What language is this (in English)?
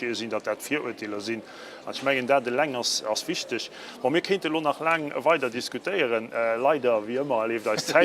Luxembourgish